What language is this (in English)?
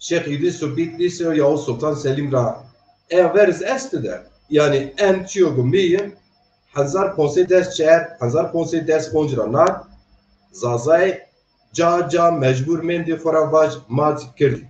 Zaza